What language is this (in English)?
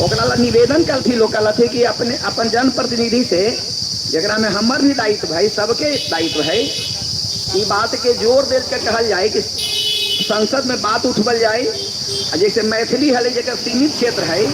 Magahi